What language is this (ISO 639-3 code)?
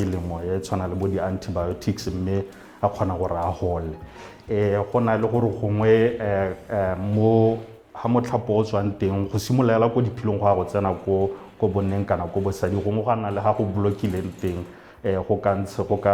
tsn